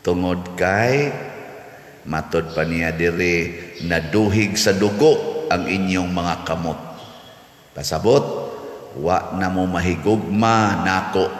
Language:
Cebuano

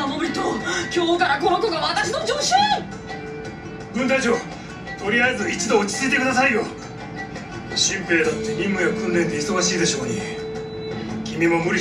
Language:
Japanese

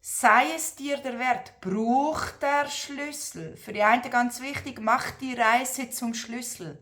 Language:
Swiss German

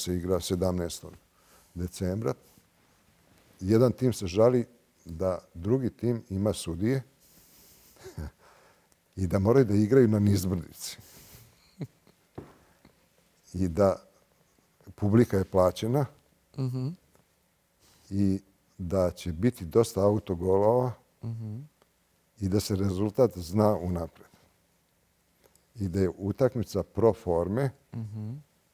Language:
Serbian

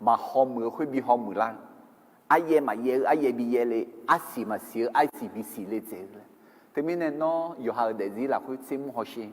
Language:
Akha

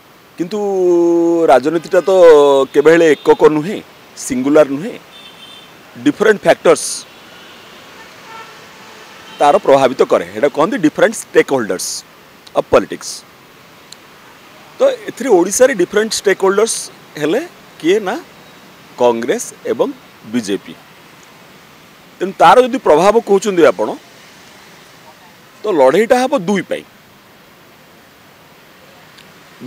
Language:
Odia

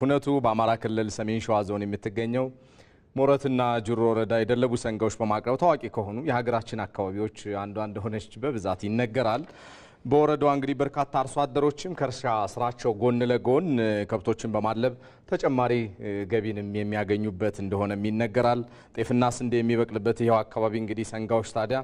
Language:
Amharic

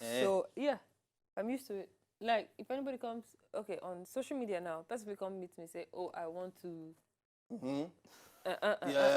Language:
Nigerian Pidgin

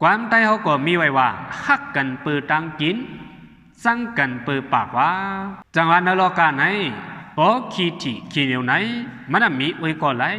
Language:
Shan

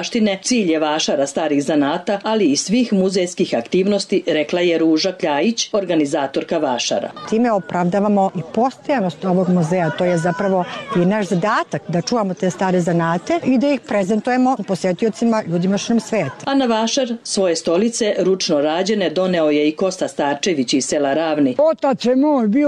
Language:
Serbian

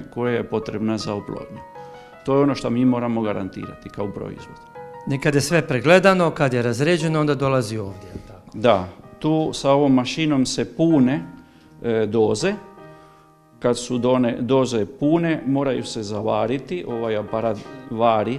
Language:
Croatian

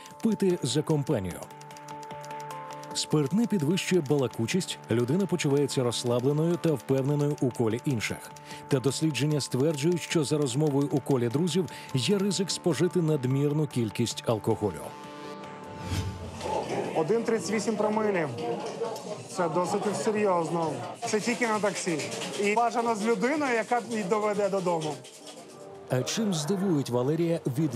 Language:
Ukrainian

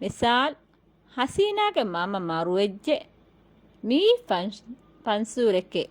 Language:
Divehi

